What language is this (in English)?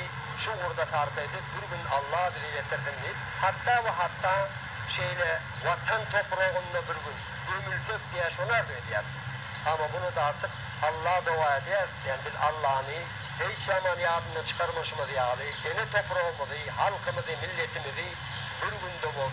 Turkmen